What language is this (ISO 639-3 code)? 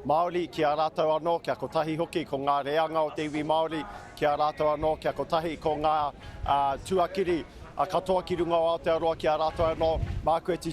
mri